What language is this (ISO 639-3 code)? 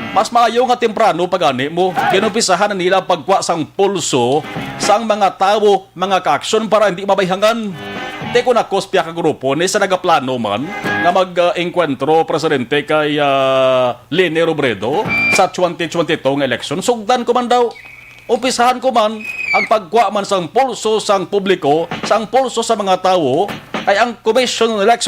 hil